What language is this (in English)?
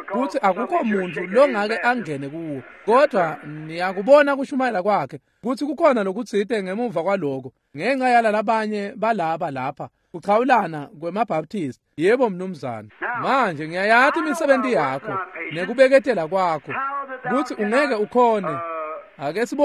Swati